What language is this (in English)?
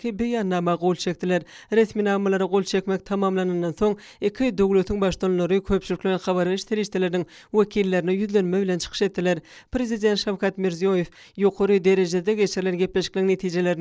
Turkmen